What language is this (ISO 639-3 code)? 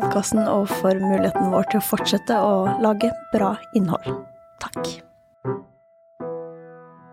nor